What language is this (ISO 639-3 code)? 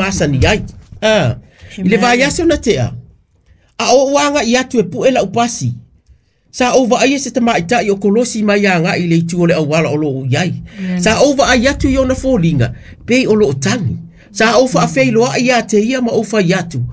smo